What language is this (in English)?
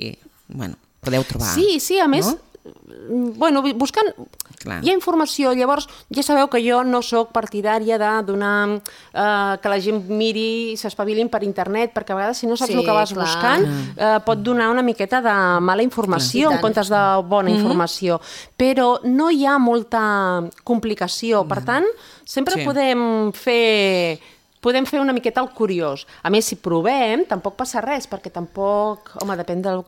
Catalan